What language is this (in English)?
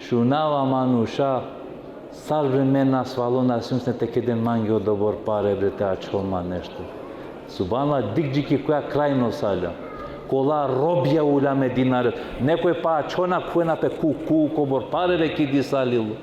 Balkan Romani